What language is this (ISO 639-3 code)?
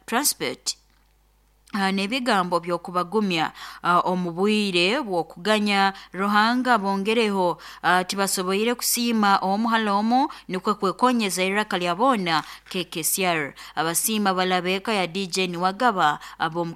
nyo